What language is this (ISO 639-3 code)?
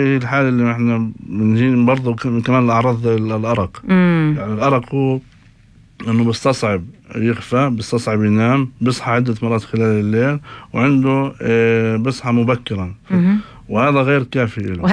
apc